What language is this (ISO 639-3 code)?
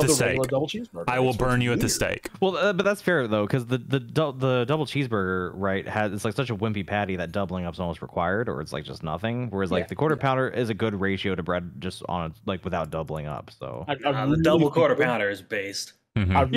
eng